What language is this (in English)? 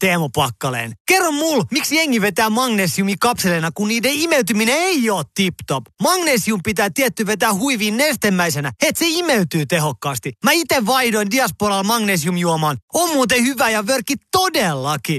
Finnish